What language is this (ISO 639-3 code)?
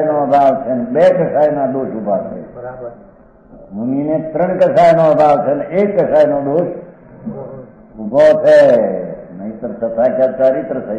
guj